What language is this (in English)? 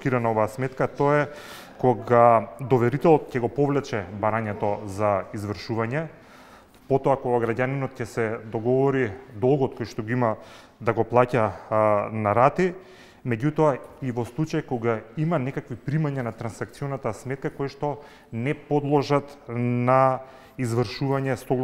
Macedonian